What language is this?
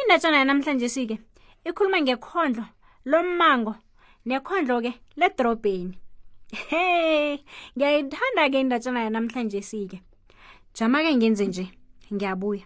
South Ndebele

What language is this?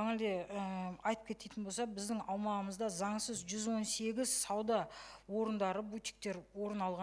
Kazakh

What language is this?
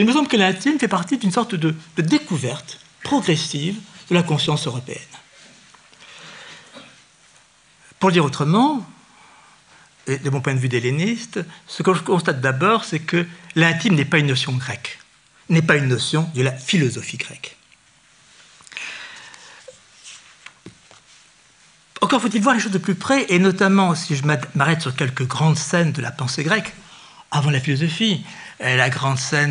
French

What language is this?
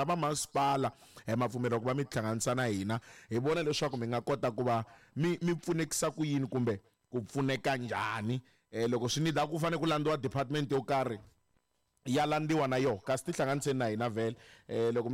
Tsonga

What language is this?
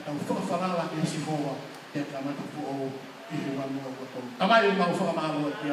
Tongan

